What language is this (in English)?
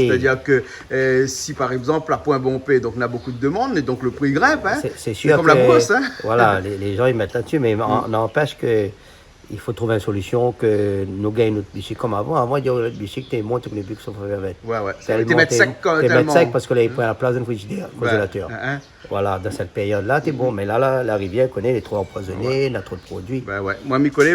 Réunion Creole French